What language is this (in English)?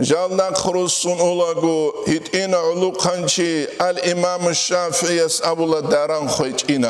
Avaric